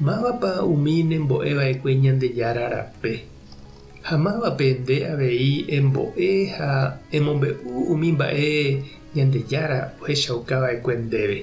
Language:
Guarani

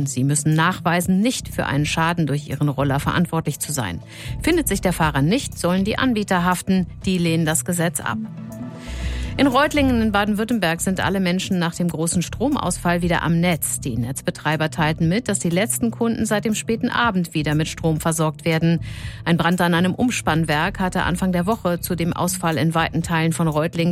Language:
German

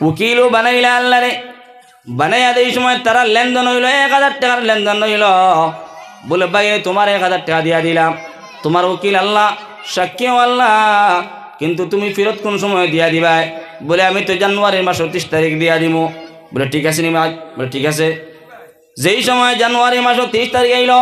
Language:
Sylheti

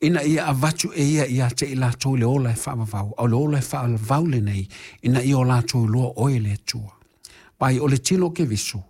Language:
Samoan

